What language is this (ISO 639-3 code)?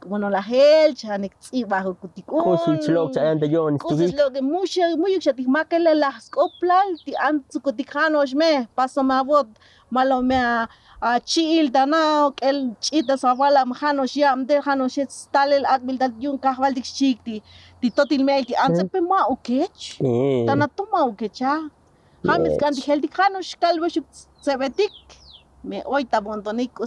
tzo